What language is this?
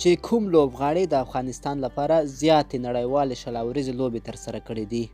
Pashto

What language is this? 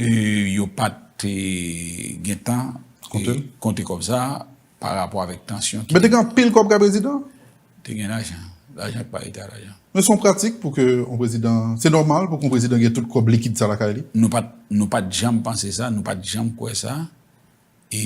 Haitian Creole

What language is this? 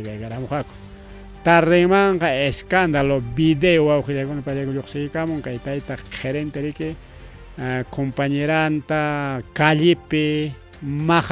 Ayacucho Quechua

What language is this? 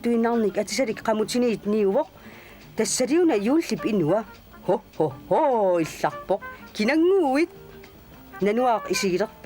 Kalaallisut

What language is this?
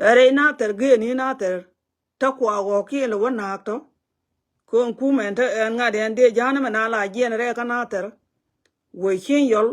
Nuer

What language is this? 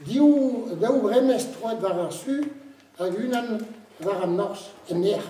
Breton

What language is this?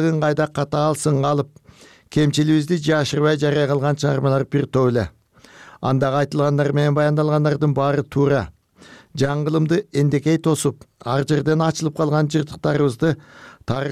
Kyrgyz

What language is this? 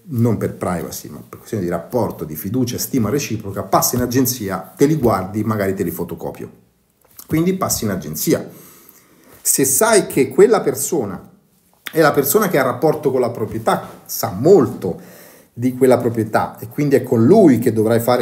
Italian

